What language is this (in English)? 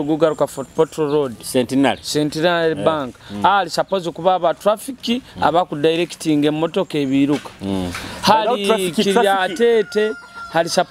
Nyoro